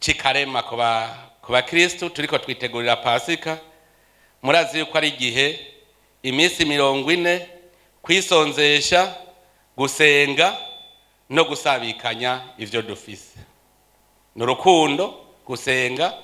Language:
Rundi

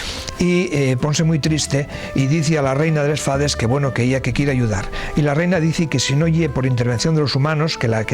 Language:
Asturian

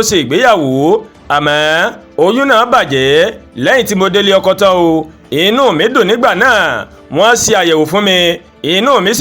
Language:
Yoruba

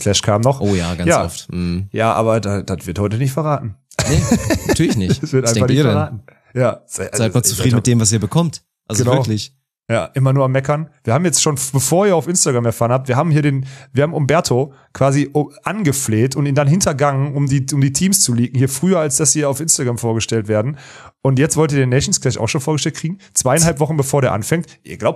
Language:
German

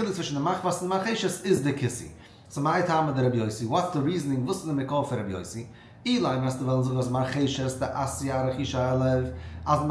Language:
Yiddish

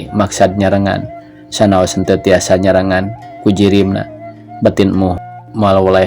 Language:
Sundanese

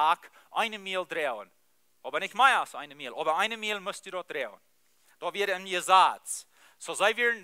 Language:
Plautdietsch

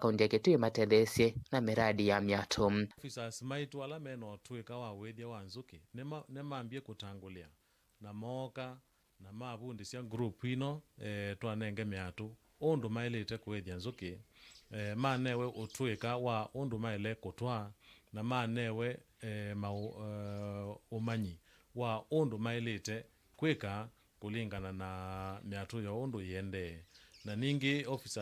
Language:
Kamba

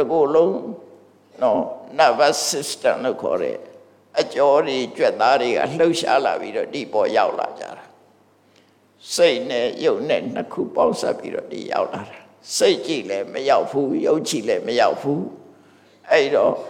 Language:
Burmese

